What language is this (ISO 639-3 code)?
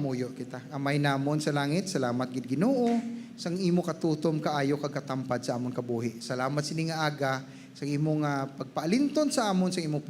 hil